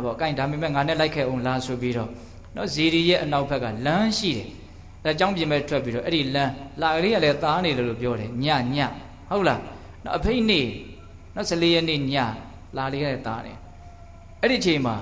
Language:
Burmese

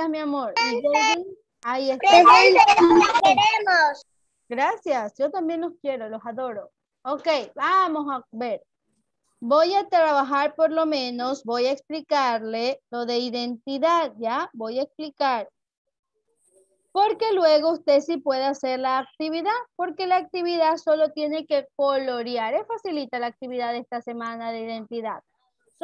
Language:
Spanish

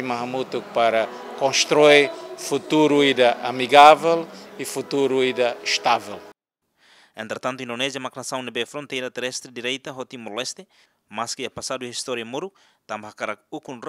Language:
Tetum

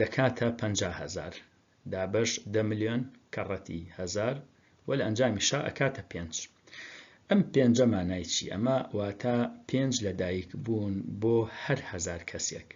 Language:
Central Kurdish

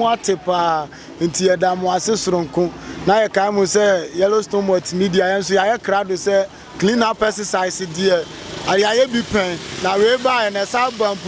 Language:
Akan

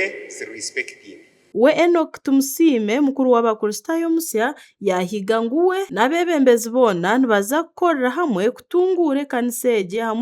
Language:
Nyankole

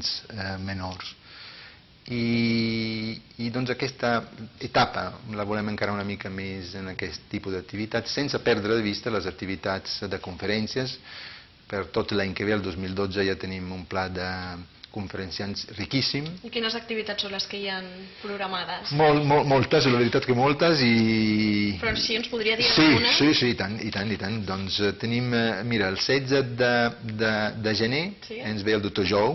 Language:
Catalan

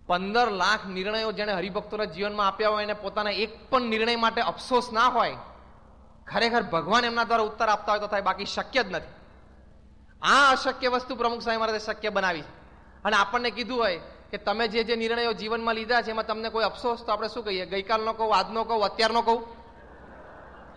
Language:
Gujarati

